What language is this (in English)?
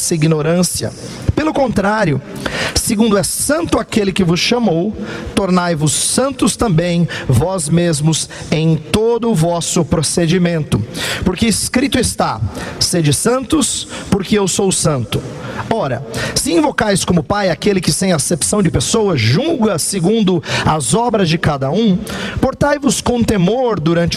Portuguese